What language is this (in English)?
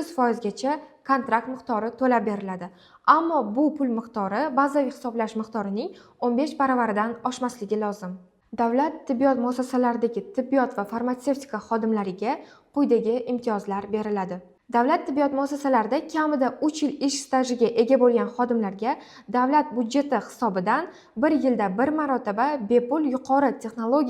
Uzbek